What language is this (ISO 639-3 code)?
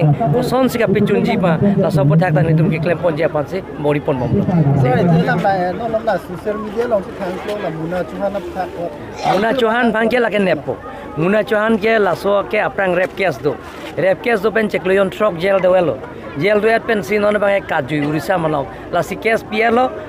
mjw